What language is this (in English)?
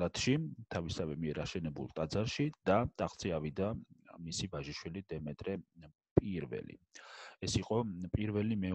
Georgian